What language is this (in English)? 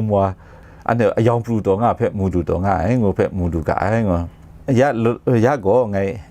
Kachin